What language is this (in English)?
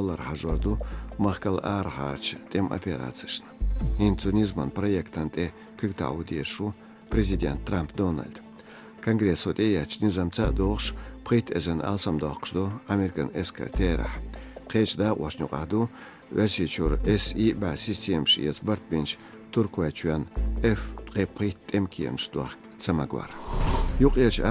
Chechen